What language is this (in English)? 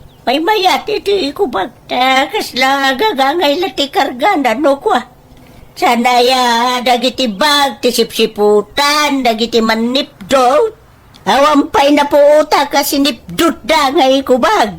Iloko